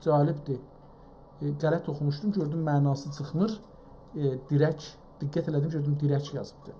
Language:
South Azerbaijani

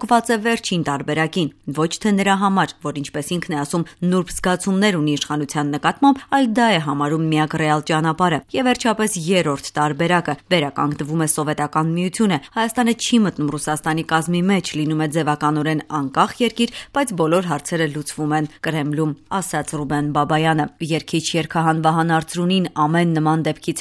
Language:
Armenian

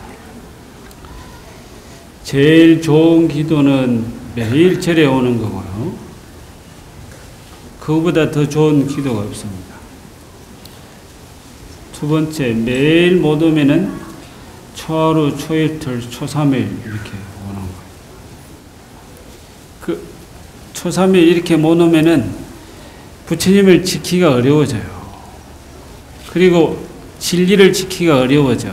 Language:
Korean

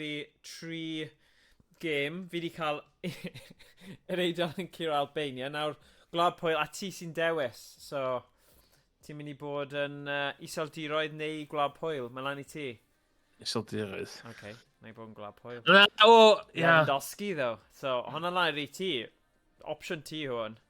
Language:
Welsh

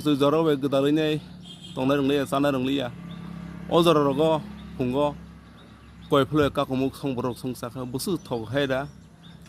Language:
Kok Borok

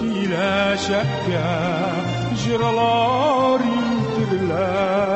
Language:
Tatar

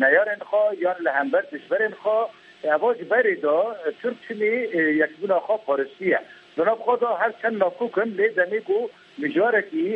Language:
Kurdish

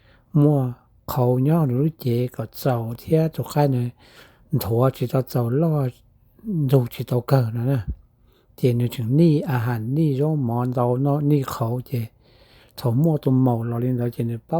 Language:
Hmong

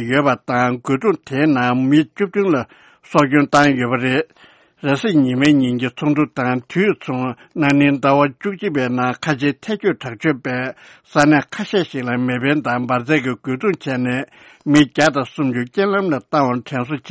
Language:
Tibetan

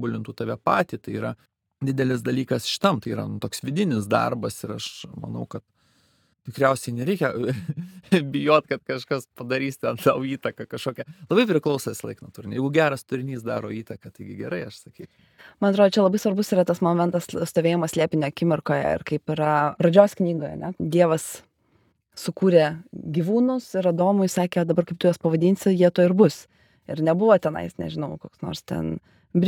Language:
Lithuanian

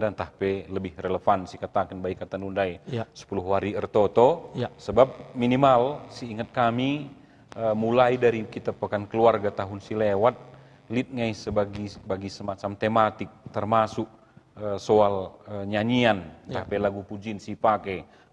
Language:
Batak Karo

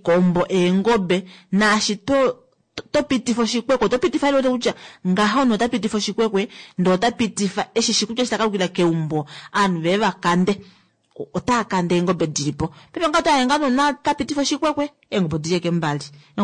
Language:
Kuanyama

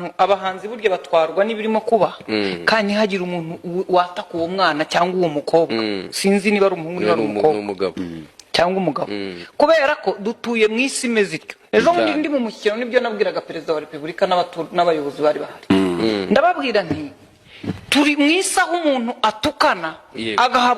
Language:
Kinyarwanda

